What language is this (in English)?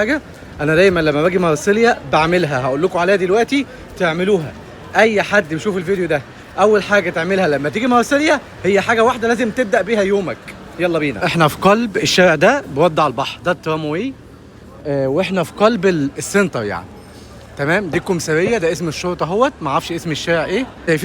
Egyptian Arabic